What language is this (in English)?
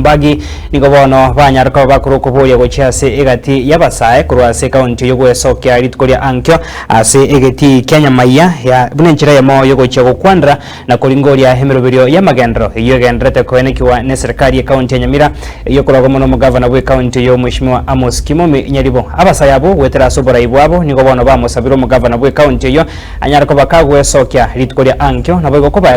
Gusii